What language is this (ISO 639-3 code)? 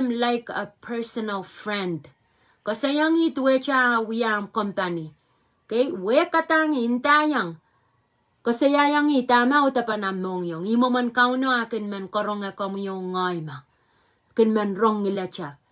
pon